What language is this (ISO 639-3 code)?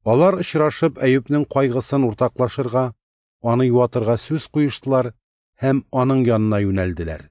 tat